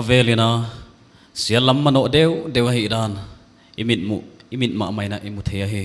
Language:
Paite Chin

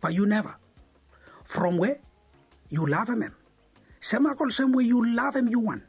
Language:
Bislama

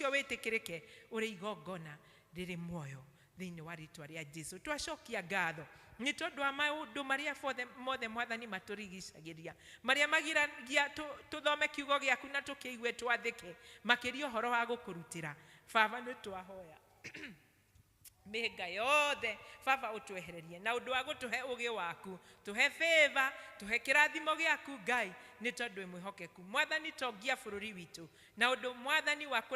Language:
Kikuyu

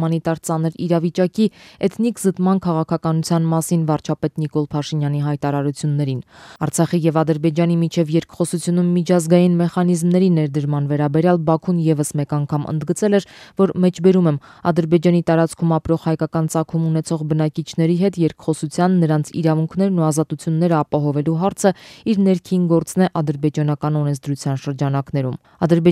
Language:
Armenian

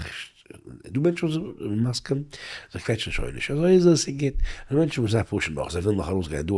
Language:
Yiddish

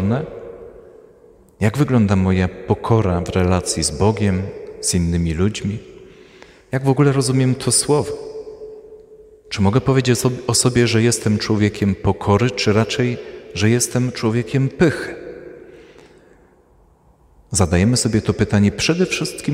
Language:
Polish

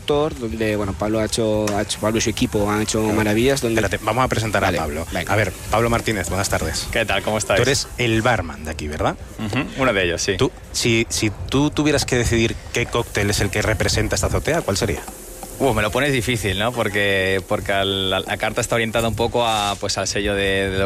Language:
Spanish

